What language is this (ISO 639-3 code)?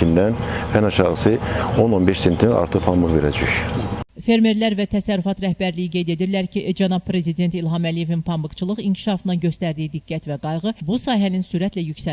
aze